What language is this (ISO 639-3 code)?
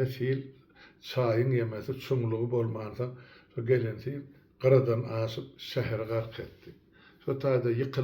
tuk